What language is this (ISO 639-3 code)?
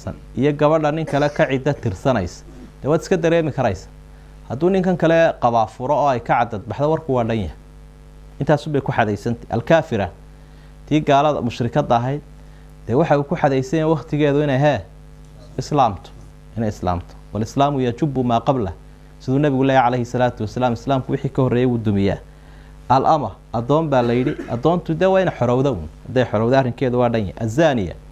som